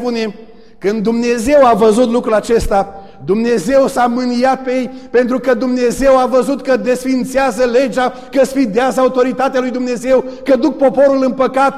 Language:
Romanian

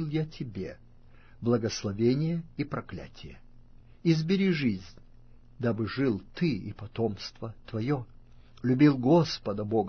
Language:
Russian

